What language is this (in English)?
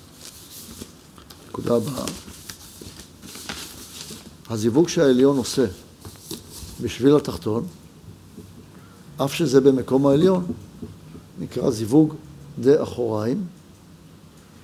Hebrew